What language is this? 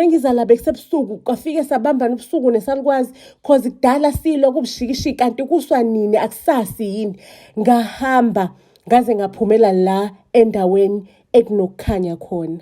Zulu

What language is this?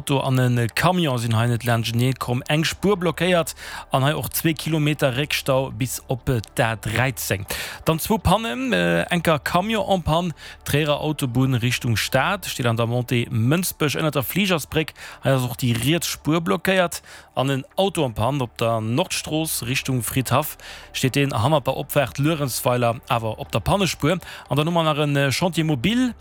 Luxembourgish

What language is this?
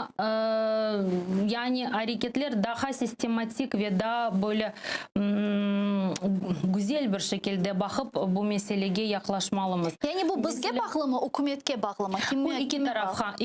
Crimean Tatar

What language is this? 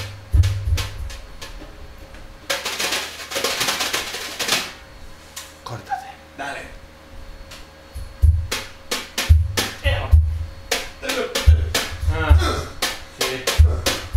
Spanish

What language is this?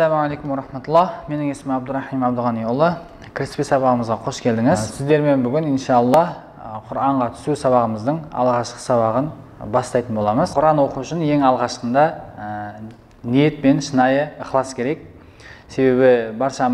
Kazakh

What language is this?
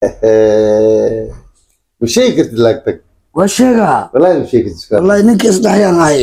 Somali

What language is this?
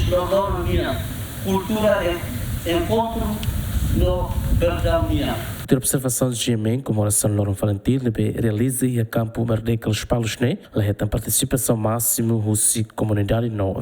Tetum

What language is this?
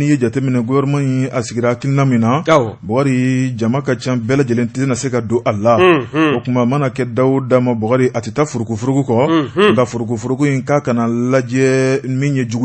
Bambara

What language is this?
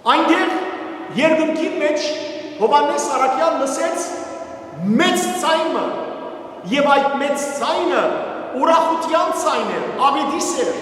Western Armenian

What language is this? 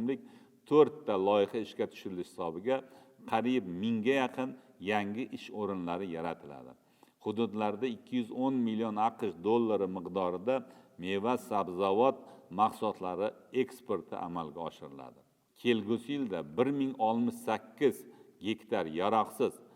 Uzbek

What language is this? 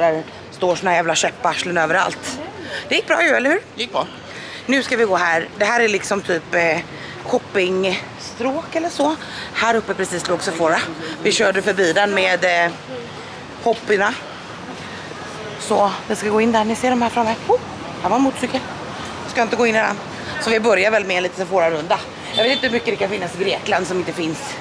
Swedish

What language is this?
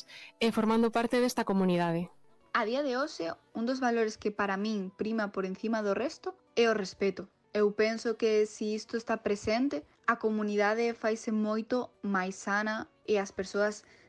Galician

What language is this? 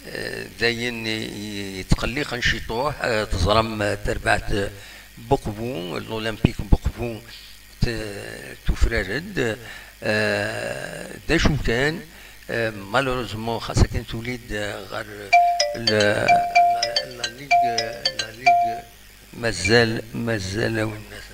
Kabyle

